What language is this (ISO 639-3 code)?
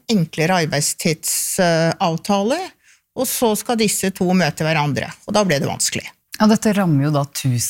nor